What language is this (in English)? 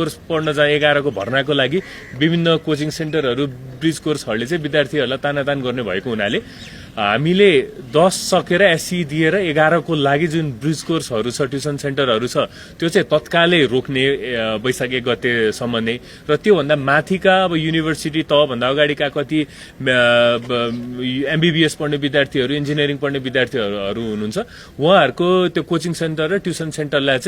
Nepali